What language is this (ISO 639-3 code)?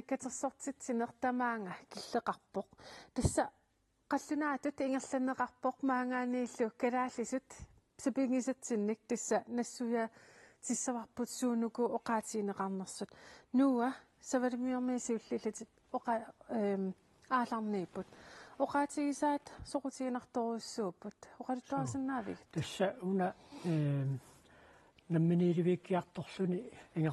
kal